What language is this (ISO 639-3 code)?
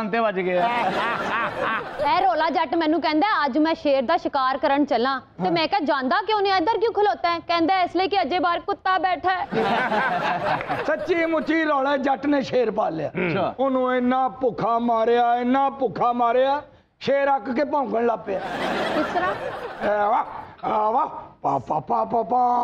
pan